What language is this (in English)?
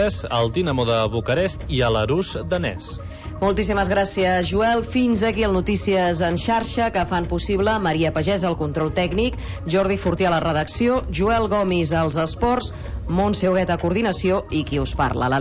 Catalan